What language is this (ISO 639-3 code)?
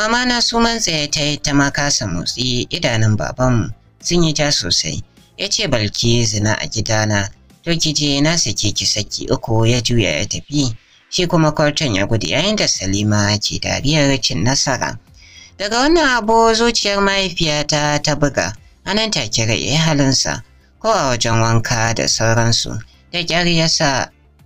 hau